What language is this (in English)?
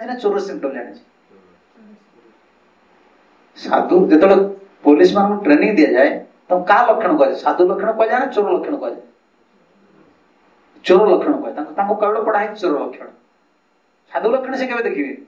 Odia